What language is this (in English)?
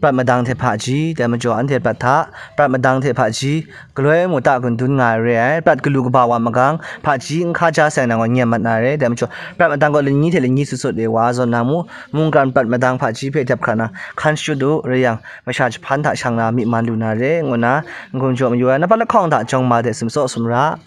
Kachin